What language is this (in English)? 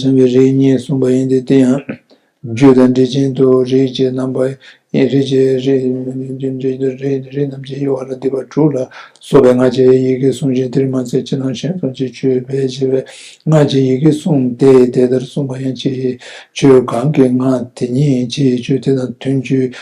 Tibetan